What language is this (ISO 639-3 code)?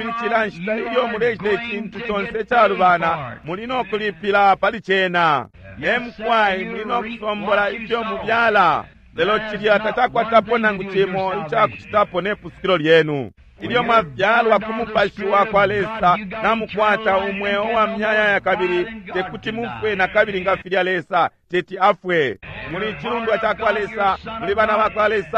bem